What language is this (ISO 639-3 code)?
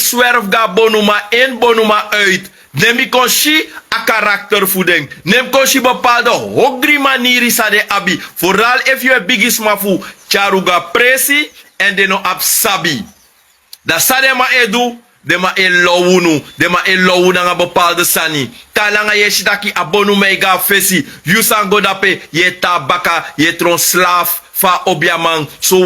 srn